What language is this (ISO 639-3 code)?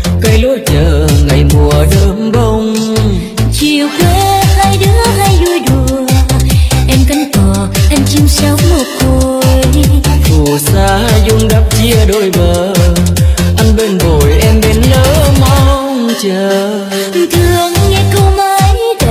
vie